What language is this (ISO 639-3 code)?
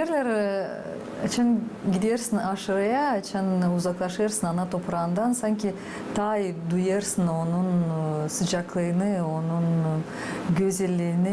gag